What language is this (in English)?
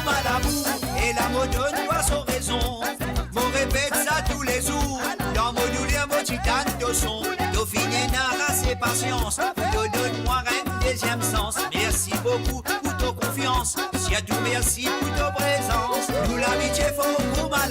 Morisyen